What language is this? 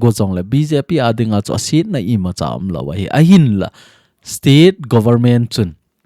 Thado Chin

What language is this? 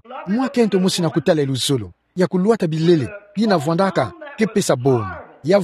Kituba (Democratic Republic of Congo)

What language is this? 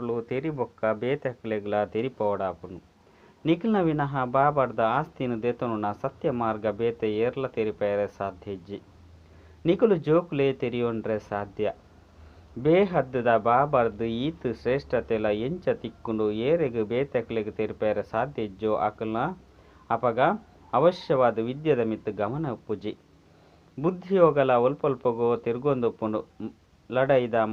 Tulu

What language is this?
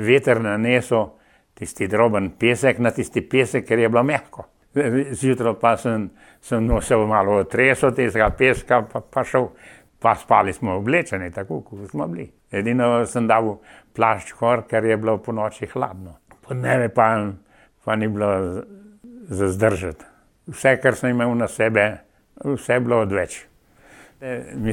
Slovenian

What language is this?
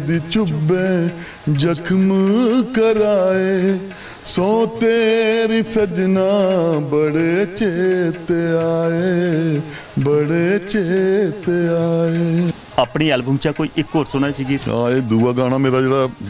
Dogri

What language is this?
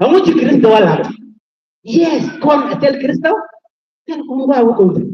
Nuer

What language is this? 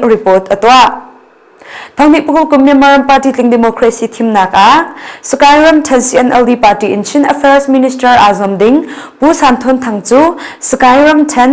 Hakha Chin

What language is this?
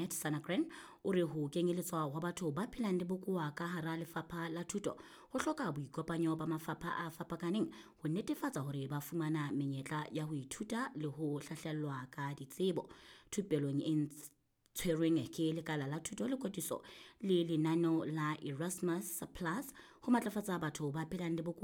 Southern Sotho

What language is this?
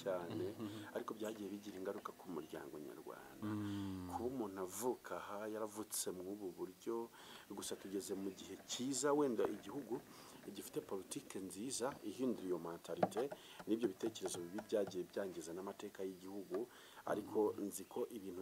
Kinyarwanda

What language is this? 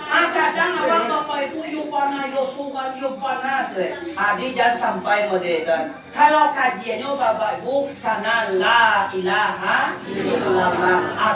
Minangkabau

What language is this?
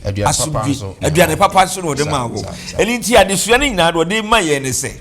Akan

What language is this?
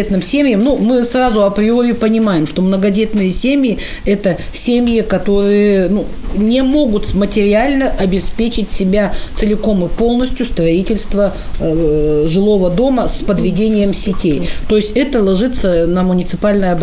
Russian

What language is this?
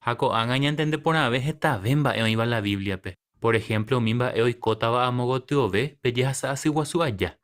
Guarani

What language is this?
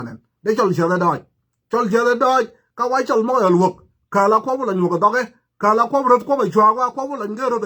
Nuer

